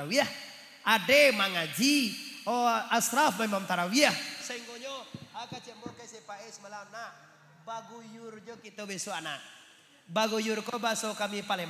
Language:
Minangkabau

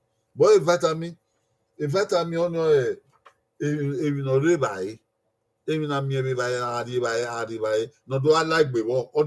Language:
Bini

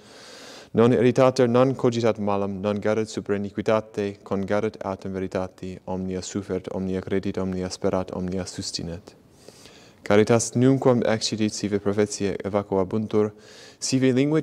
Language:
Latin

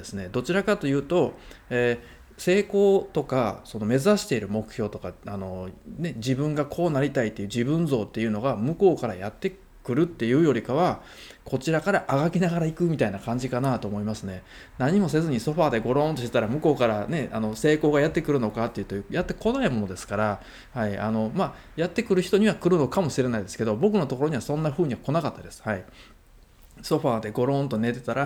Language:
Japanese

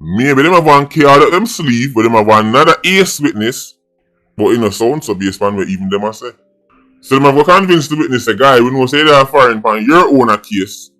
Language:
Jamaican Creole English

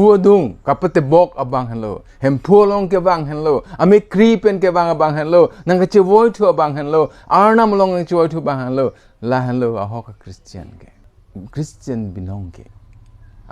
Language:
Karbi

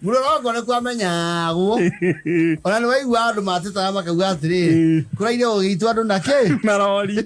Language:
Kikuyu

